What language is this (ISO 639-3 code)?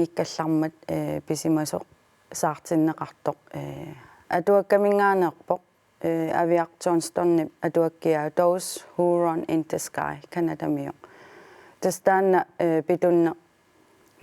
kal